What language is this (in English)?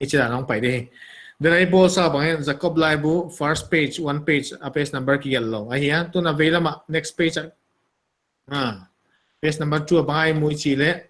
Paite Chin